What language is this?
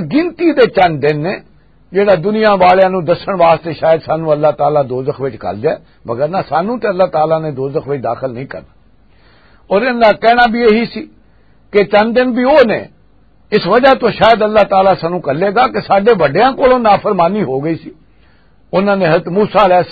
Western Panjabi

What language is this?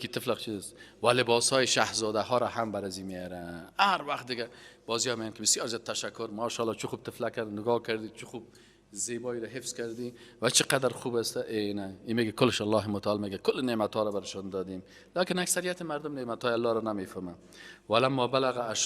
Persian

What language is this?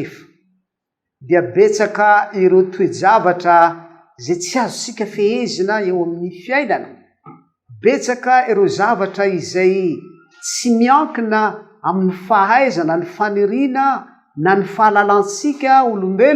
Malagasy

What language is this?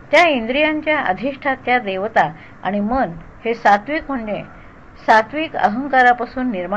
Marathi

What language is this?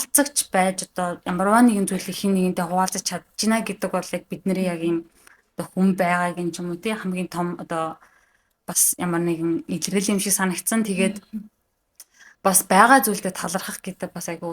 Mongolian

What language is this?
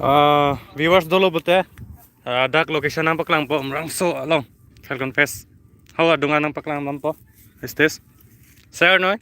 Karbi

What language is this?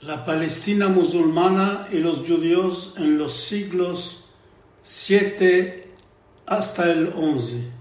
Ladino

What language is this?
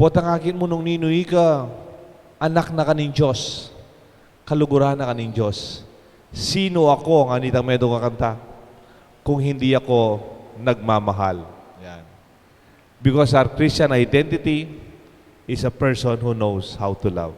Pampanga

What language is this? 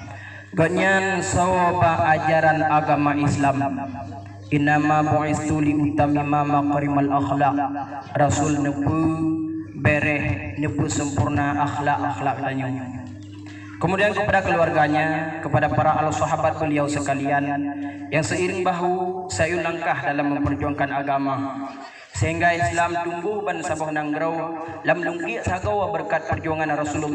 Achinese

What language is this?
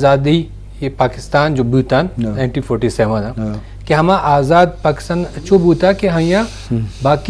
Eastern Balochi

